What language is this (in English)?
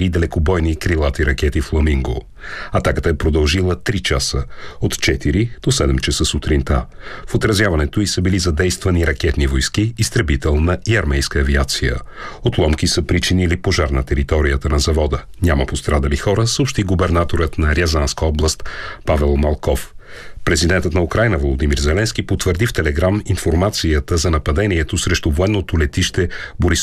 Bulgarian